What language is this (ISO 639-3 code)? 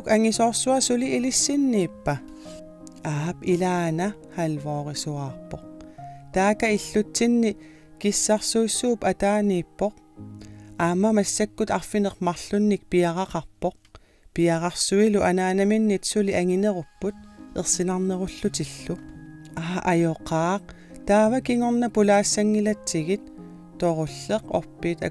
kal